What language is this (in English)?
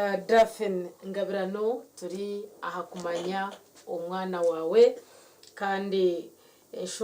Nyankole